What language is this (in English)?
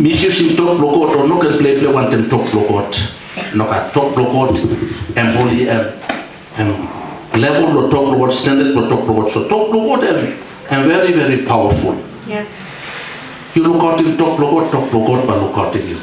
Tok Pisin